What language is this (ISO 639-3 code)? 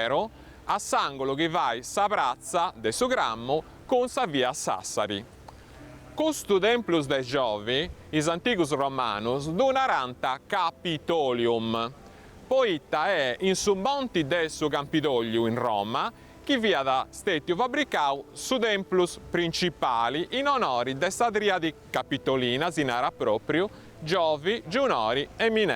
srd